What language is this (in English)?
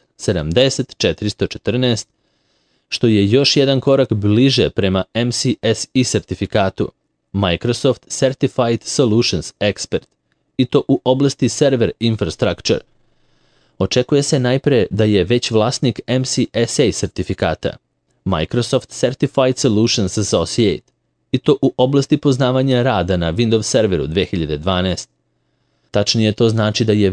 Serbian